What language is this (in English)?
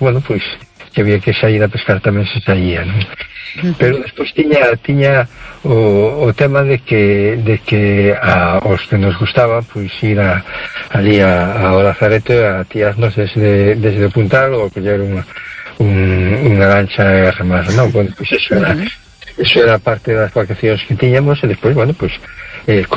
Galician